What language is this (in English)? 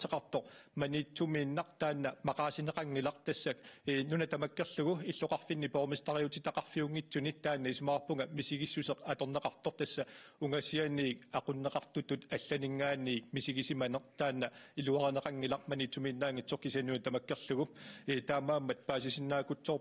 Kalaallisut